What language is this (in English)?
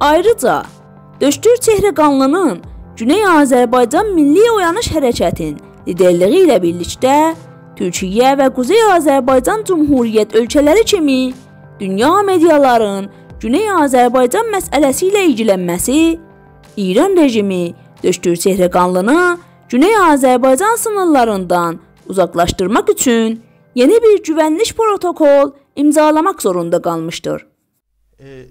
South Azerbaijani